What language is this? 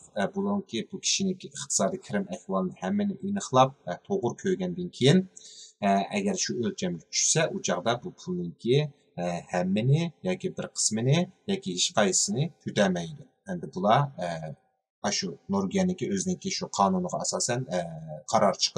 Uyghur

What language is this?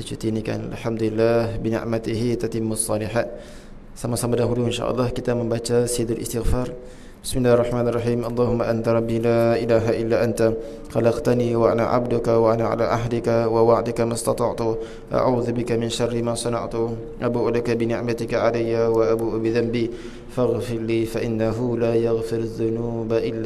Malay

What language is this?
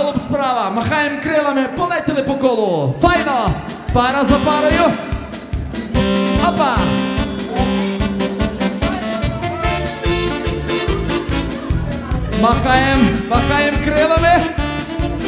Ukrainian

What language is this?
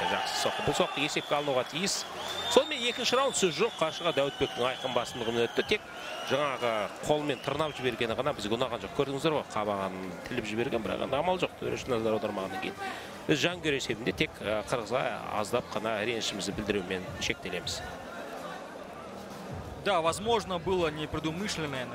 Kazakh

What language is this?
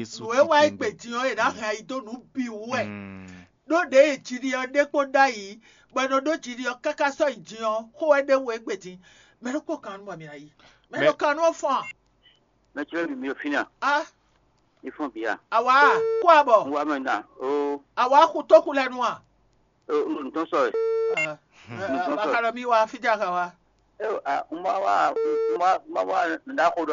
Fon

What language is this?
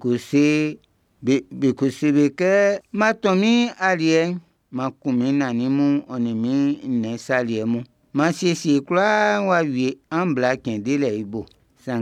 Baoulé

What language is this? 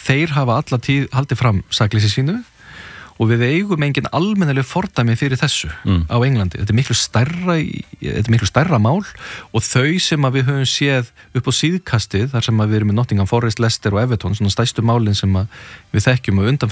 Icelandic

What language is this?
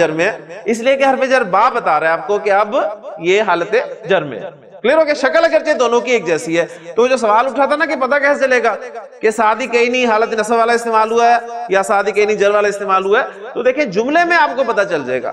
Urdu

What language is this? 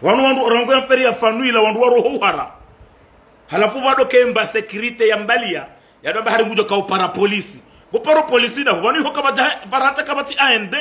Ngazidja Comorian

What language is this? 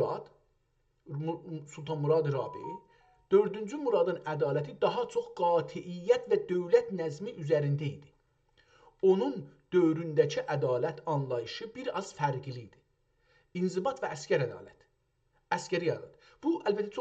South Azerbaijani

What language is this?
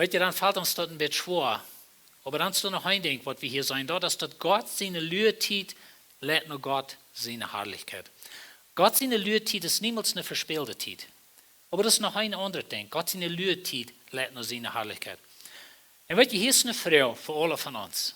Plautdietsch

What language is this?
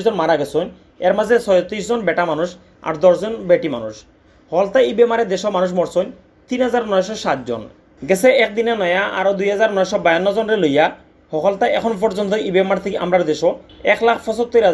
Sylheti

